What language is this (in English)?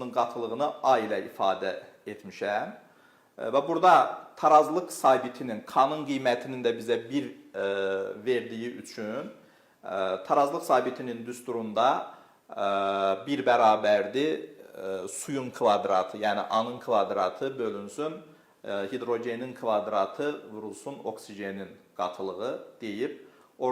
Azerbaijani